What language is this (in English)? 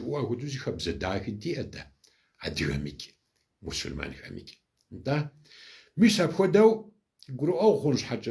Kabardian